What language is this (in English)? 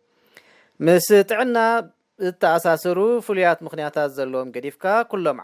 Tigrinya